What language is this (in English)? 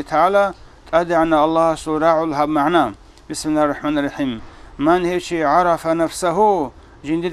Avaric